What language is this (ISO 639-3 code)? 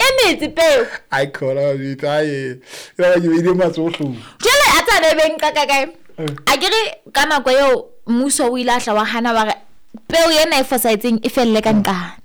sot